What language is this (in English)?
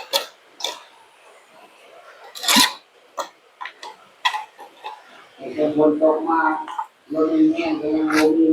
Northeastern Thai